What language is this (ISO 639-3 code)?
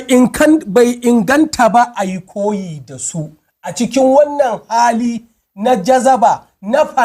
hau